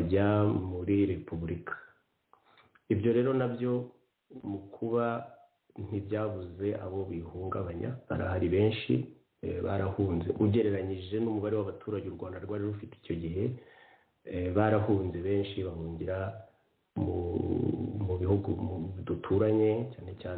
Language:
Kinyarwanda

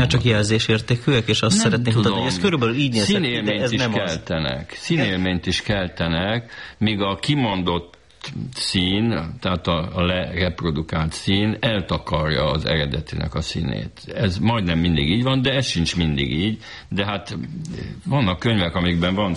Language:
Hungarian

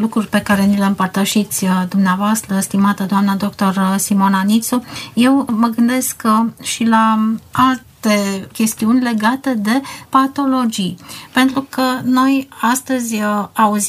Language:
Romanian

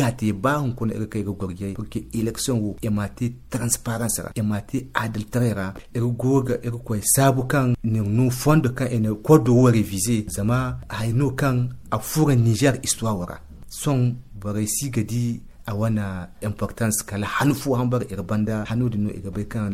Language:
Zarma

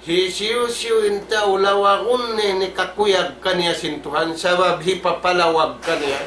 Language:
Tausug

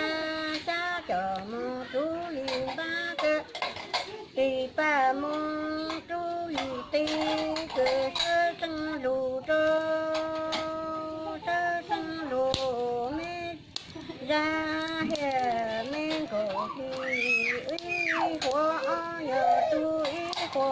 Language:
Hmong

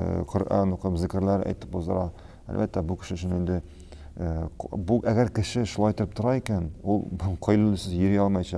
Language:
Tatar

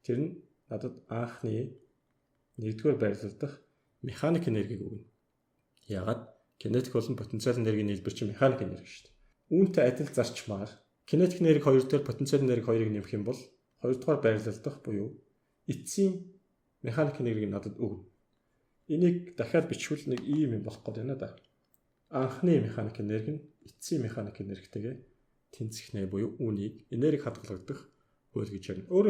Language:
Mongolian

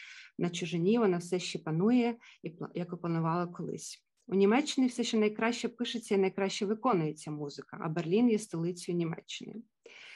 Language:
Ukrainian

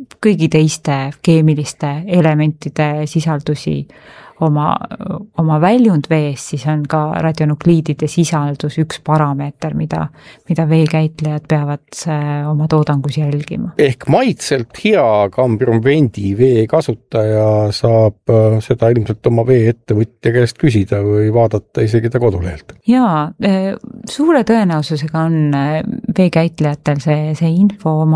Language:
Estonian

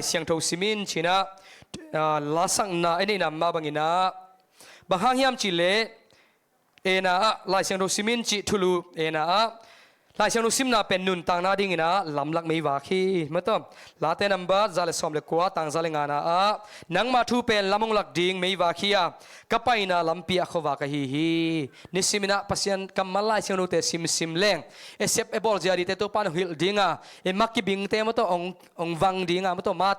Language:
Tedim Chin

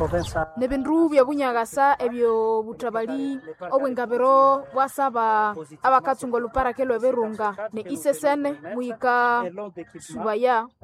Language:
Nande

